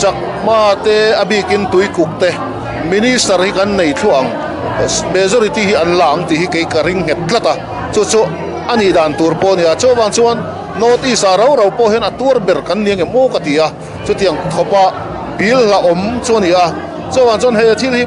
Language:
Mizo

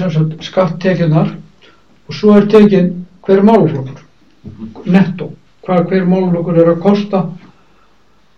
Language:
Icelandic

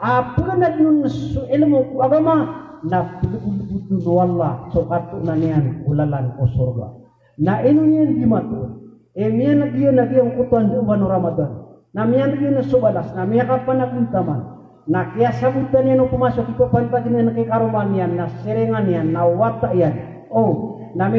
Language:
Maranao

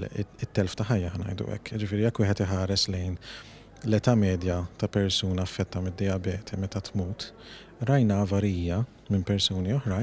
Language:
Maltese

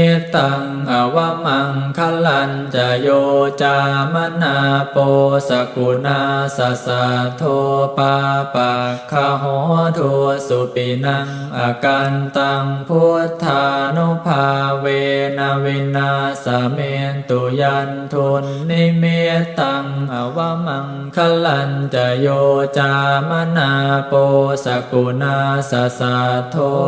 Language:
Pali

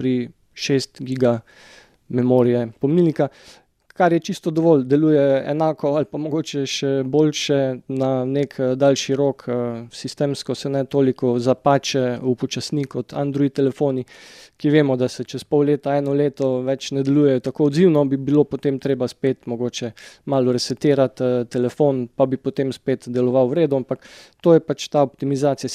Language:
Slovenian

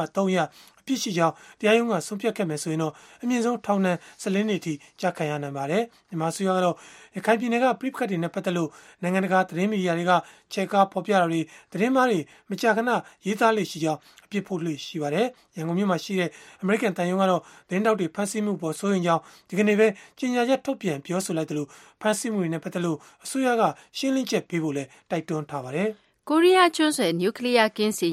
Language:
Burmese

